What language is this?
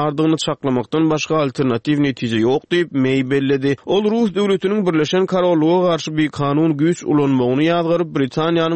Turkmen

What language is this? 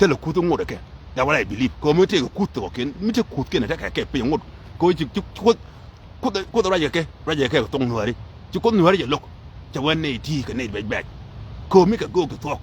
Nuer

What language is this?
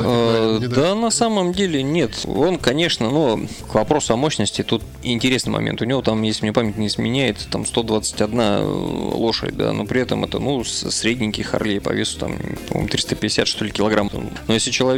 Russian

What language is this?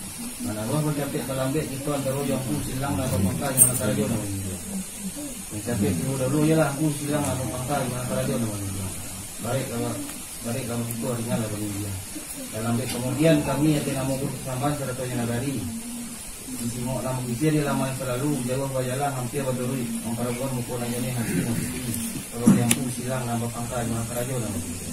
Minangkabau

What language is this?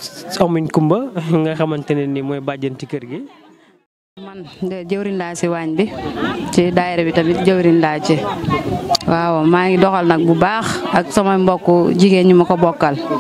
Wolof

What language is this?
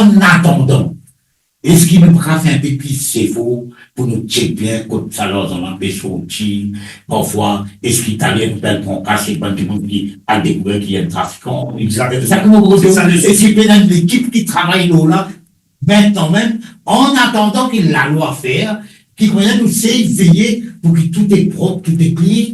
Morisyen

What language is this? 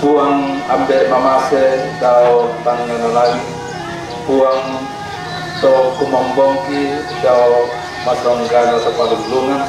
Toraja-Sa'dan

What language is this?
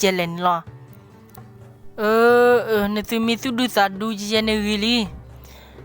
S'gaw Karen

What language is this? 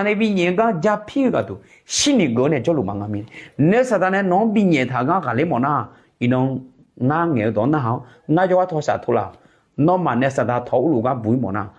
Akha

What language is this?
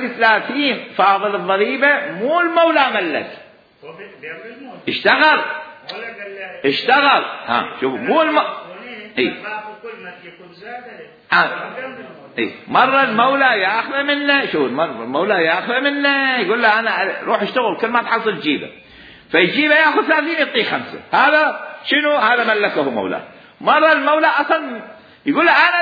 Mesopotamian Arabic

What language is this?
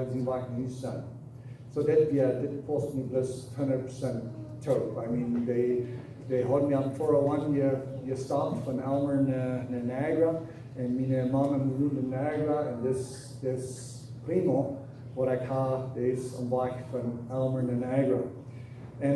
Plautdietsch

